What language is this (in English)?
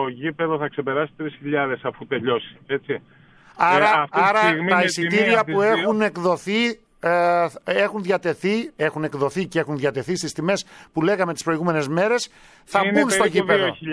Greek